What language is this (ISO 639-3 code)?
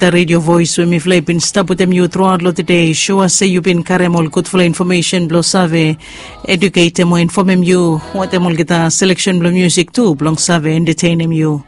bis